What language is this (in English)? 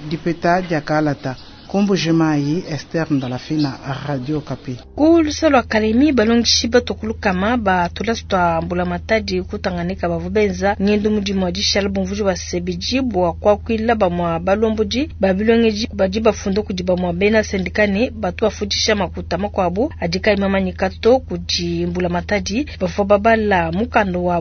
Luba-Lulua